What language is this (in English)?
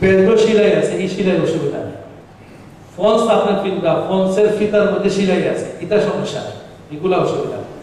Sylheti